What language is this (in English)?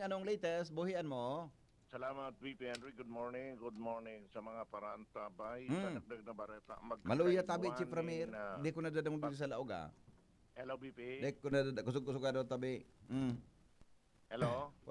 Bikol